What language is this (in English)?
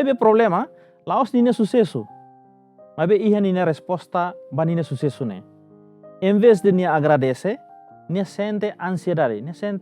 Tetum